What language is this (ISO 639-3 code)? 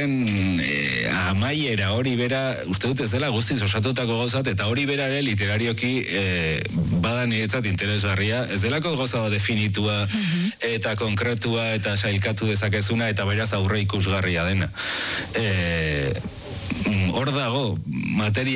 eus